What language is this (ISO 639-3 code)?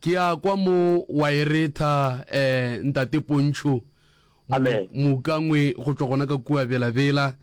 nso